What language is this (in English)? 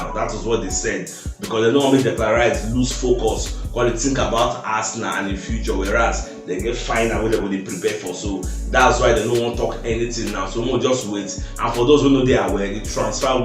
Nigerian Pidgin